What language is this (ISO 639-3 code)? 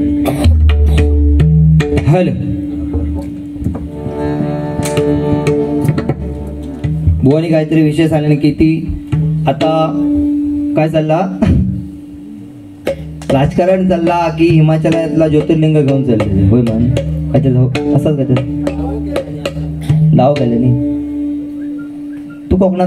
mar